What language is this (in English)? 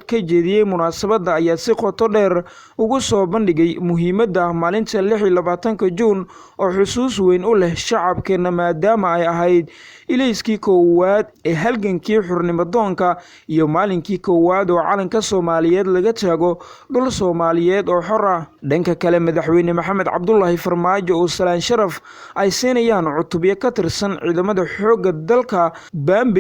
Somali